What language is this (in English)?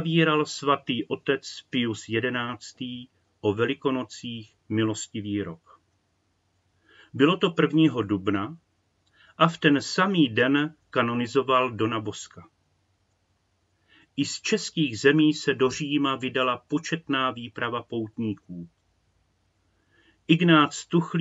Czech